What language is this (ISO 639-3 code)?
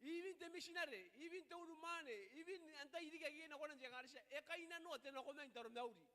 gil